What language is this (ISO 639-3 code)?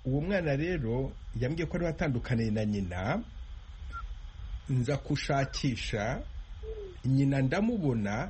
kin